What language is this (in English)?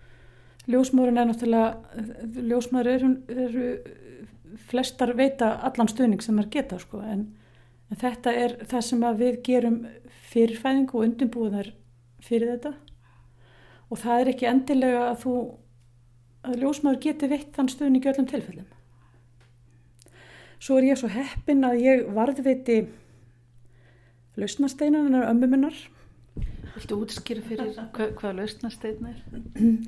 Icelandic